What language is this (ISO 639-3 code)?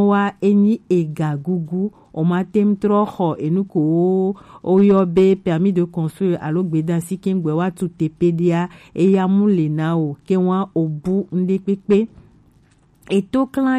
gej